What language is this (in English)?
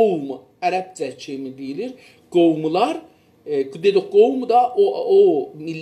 South Azerbaijani